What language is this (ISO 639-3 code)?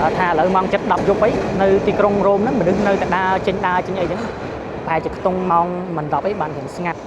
khm